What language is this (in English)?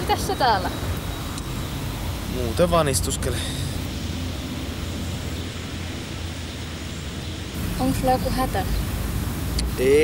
Finnish